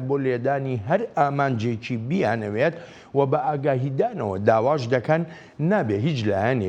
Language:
Central Kurdish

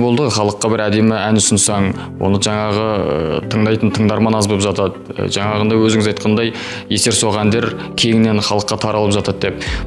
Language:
Kazakh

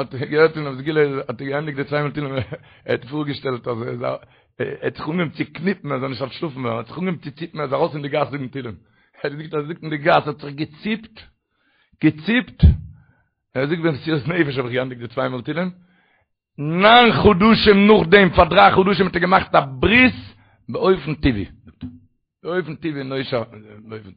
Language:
Yiddish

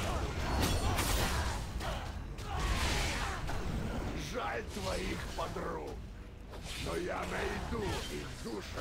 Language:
Russian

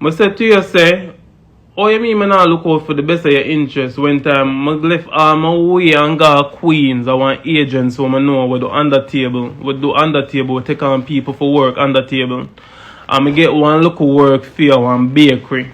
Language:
Jamaican Creole English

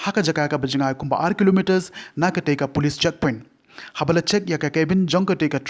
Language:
Khasi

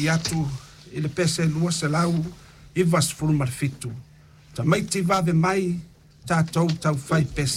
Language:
Samoan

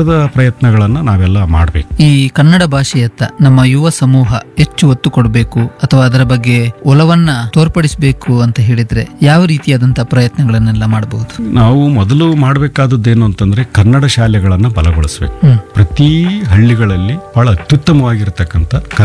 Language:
Kannada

